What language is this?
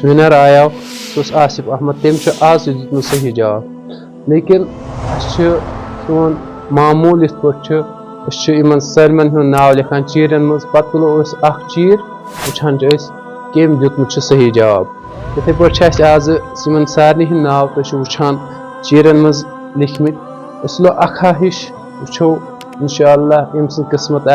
Kashmiri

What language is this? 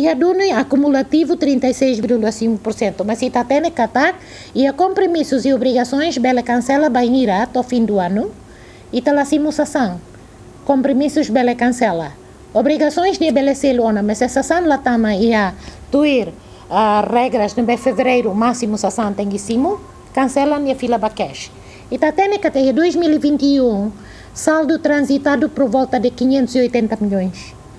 Tetum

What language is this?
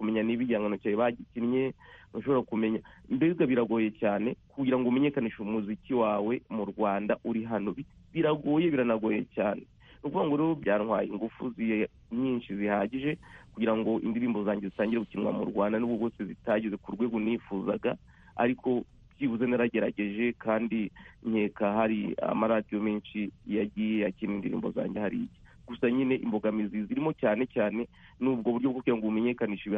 Kinyarwanda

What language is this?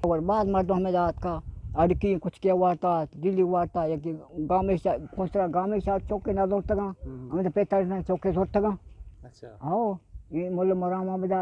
Eastern Balochi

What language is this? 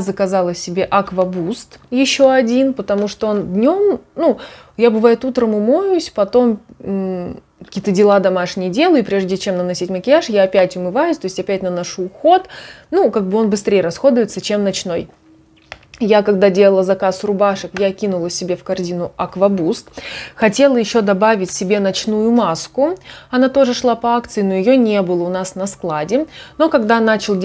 Russian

